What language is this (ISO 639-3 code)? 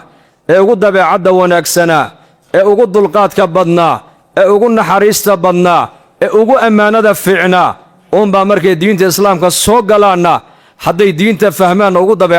som